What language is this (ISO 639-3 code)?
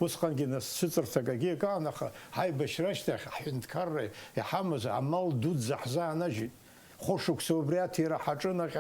abk